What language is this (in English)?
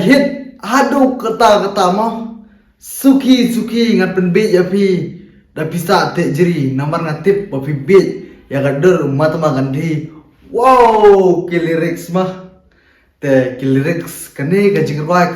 Khasi